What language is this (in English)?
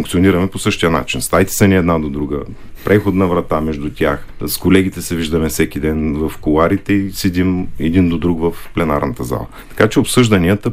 Bulgarian